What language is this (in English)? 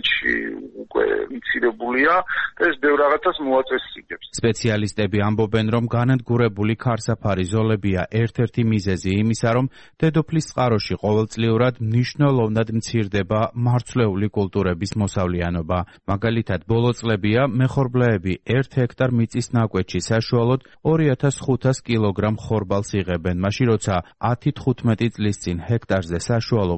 Georgian